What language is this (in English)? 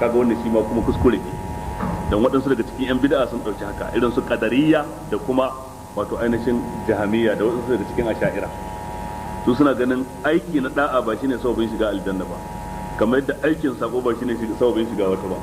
Hausa